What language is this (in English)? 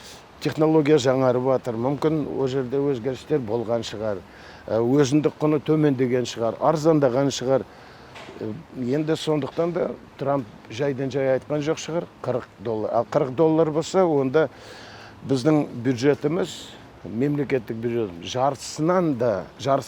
Kazakh